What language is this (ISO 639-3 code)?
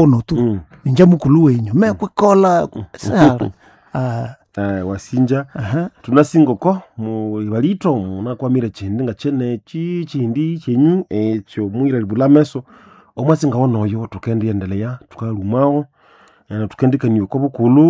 nnb